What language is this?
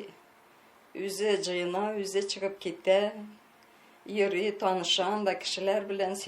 Tatar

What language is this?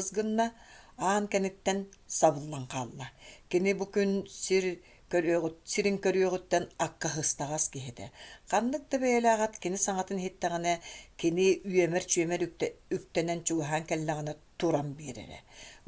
Yakut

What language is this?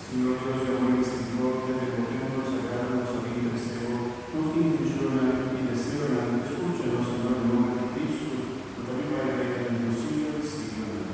Papiamento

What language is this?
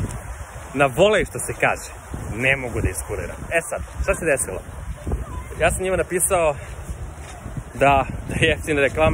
Serbian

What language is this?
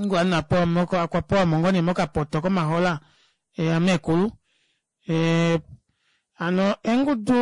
Kuanyama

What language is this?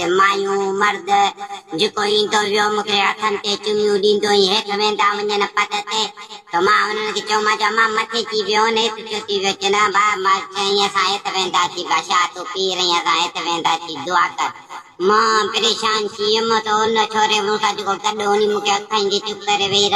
Sindhi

